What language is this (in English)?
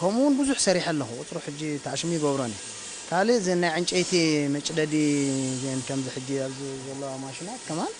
Tigrinya